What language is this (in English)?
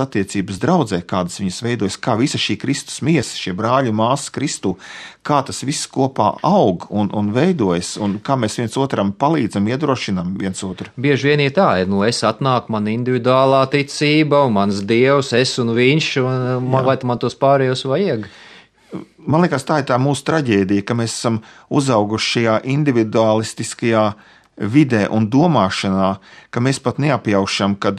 Latvian